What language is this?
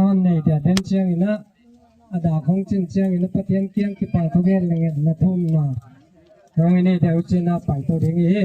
Gangte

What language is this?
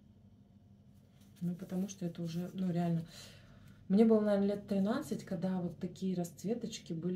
Russian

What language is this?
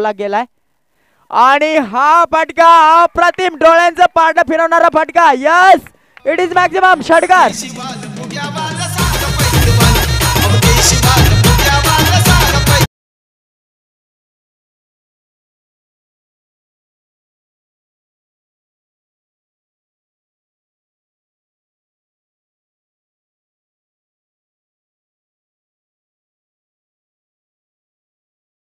Marathi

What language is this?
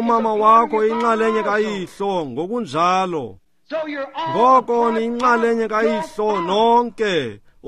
Xhosa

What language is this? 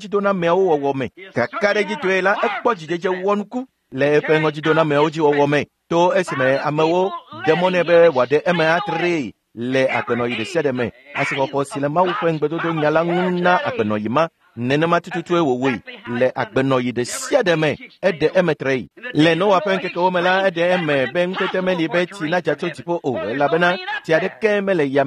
Ewe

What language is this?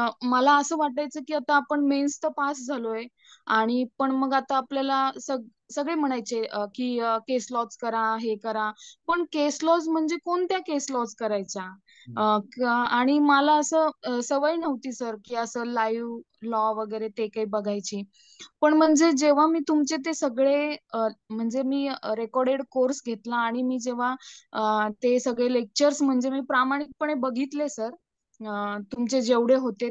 Marathi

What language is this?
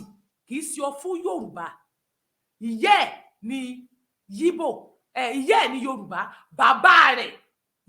Yoruba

